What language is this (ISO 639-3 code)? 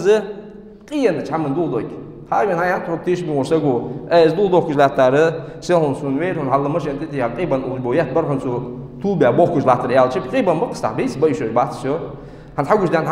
inh